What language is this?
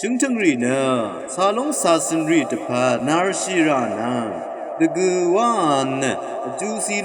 Rawang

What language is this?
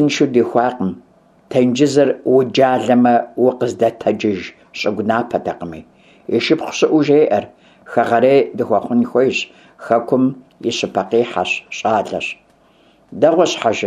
Kabardian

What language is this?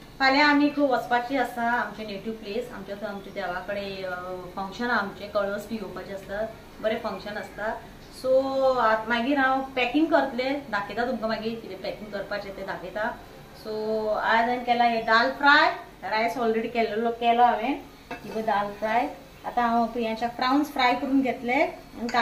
Konkani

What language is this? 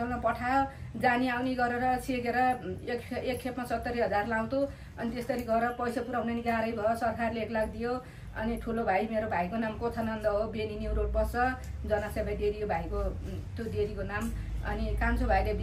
Nepali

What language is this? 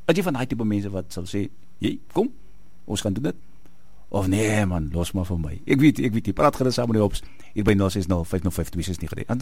Afrikaans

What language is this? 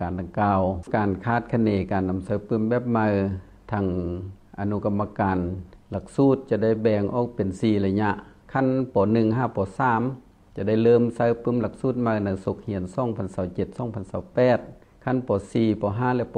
Lao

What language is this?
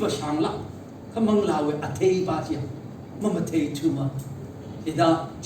Tangkhul Naga (India)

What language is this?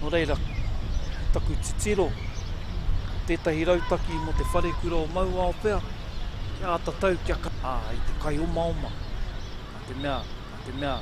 Māori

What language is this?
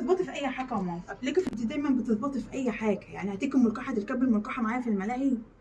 Egyptian Arabic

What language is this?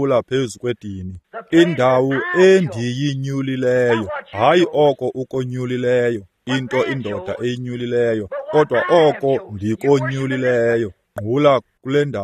Xhosa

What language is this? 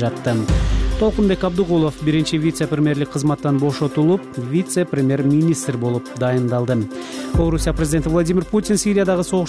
Kyrgyz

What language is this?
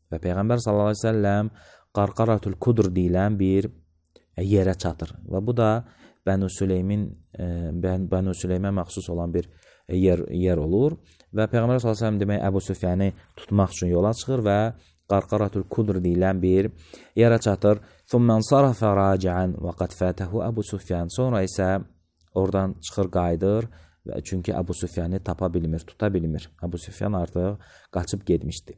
Azerbaijani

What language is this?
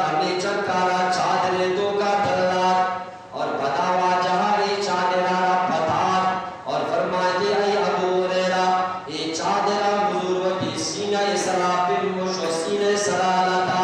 Eastern Balochi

